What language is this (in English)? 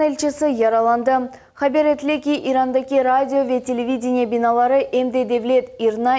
Crimean Tatar